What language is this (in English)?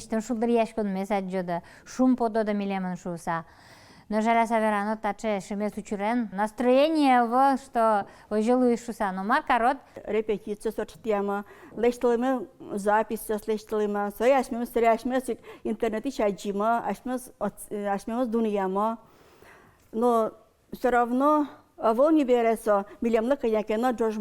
Udmurt